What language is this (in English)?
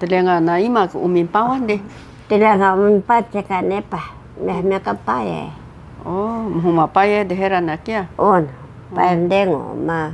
Taroko